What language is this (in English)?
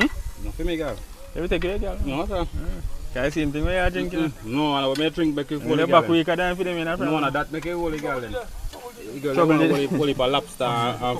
Jamaican Creole English